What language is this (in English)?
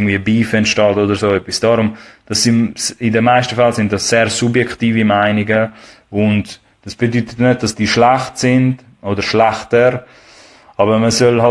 Swiss German